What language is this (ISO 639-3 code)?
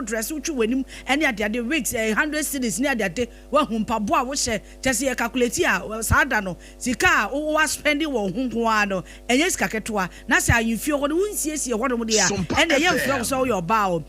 aka